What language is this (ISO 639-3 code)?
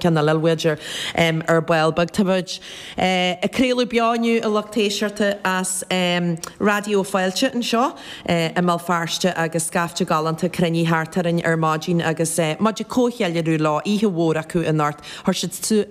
gle